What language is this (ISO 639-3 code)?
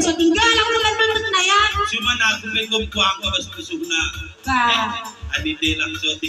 btx